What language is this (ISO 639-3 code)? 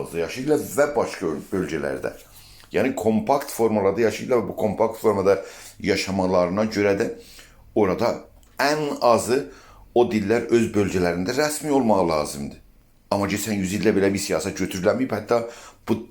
azb